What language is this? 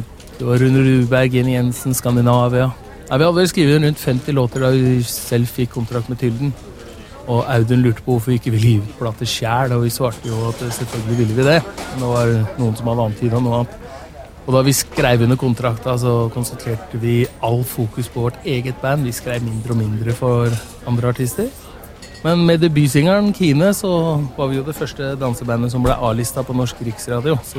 Norwegian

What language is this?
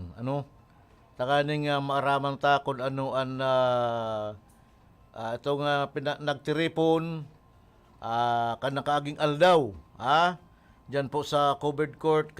Bikol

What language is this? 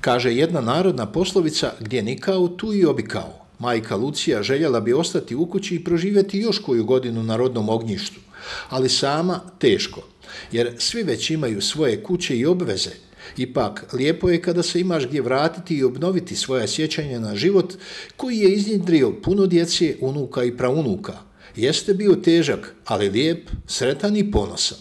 Bosnian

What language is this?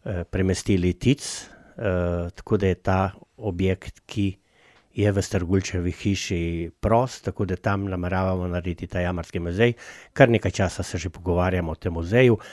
Slovenian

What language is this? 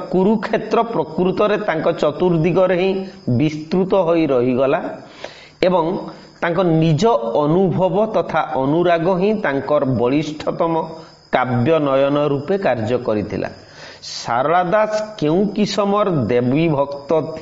Odia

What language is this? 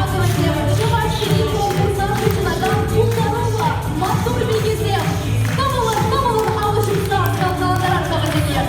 Chuvash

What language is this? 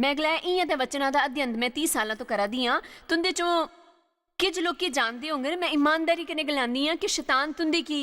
Dogri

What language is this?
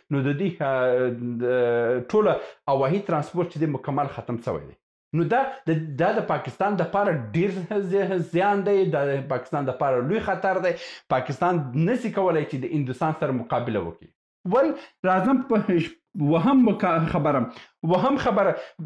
Pashto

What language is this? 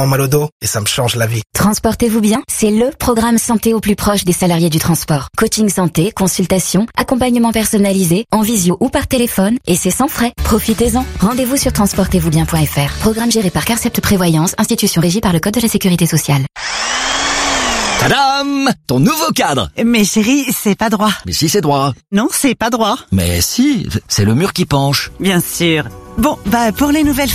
French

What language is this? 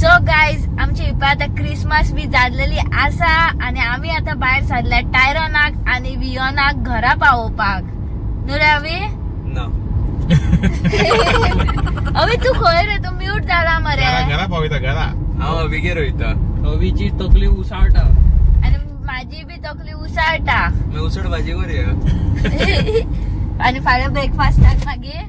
Konkani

